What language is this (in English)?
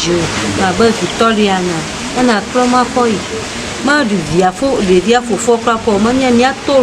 Ewe